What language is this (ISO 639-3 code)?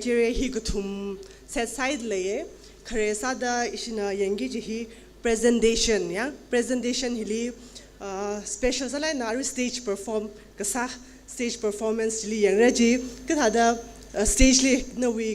nmf